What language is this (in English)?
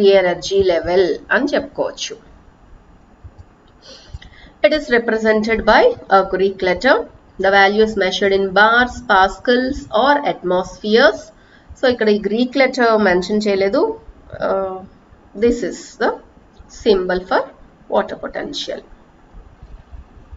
Telugu